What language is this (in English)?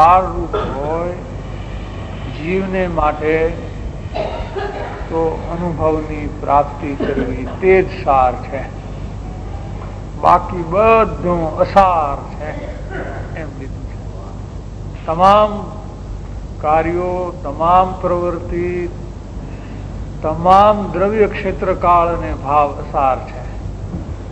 Gujarati